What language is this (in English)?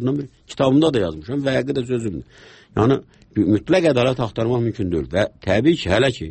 Azerbaijani